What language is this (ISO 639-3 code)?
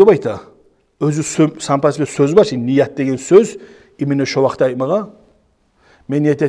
kum